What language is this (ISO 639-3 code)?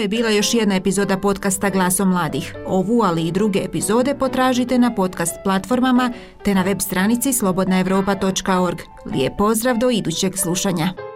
hrv